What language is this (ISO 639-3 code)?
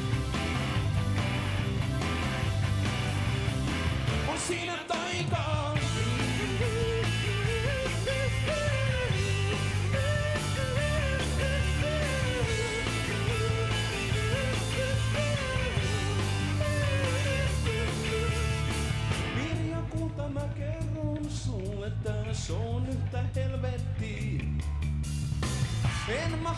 fin